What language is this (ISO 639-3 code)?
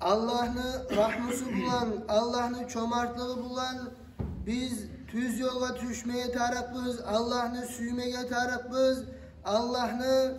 kum